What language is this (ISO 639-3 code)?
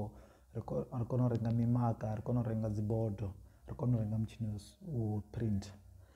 ven